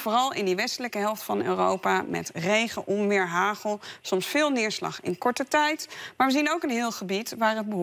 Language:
Dutch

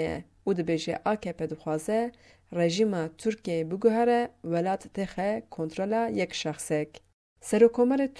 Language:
Kurdish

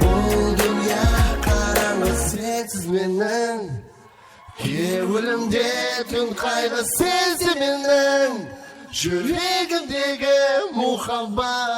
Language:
Kara-Kalpak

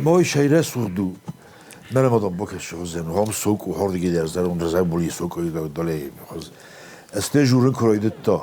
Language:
Ossetic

